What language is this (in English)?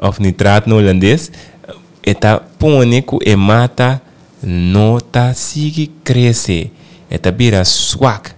Papiamento